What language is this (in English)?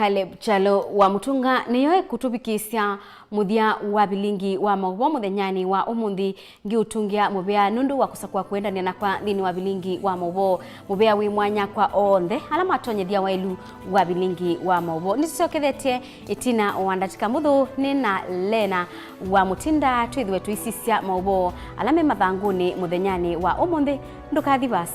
Kamba